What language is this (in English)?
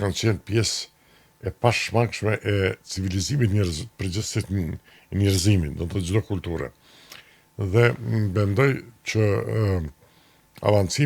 Albanian